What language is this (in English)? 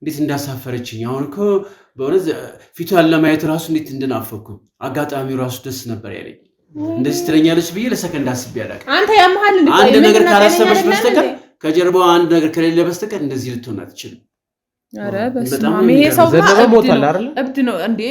Amharic